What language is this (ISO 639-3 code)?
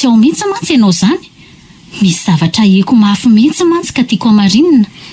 mlg